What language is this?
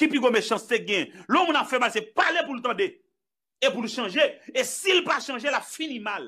Haitian Creole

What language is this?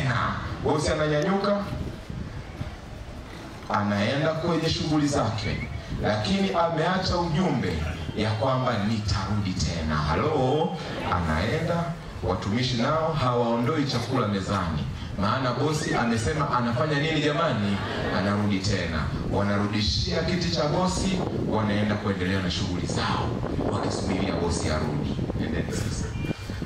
Swahili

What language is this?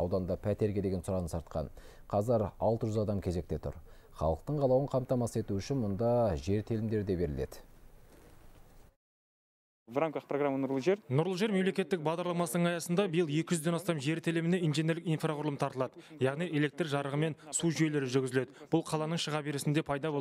Kazakh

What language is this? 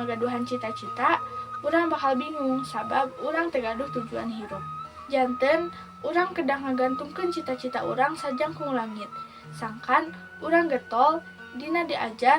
Sundanese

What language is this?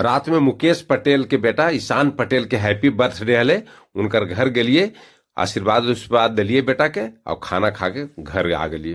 Magahi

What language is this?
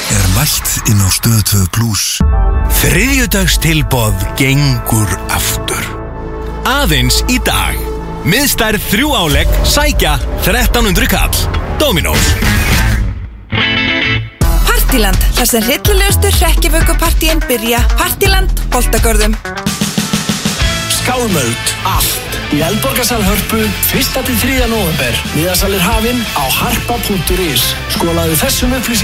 Icelandic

